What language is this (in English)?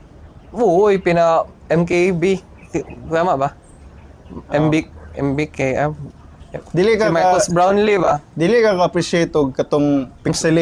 Cebuano